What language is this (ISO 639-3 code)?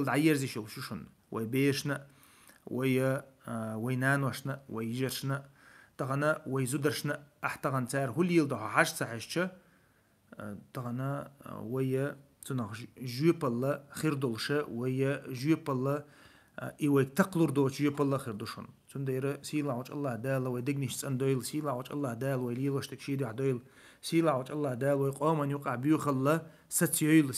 che